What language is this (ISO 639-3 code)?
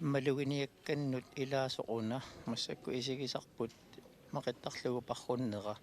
kal